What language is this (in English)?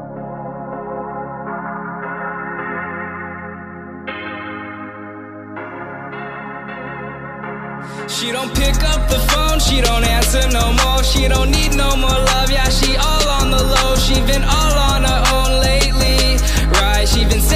English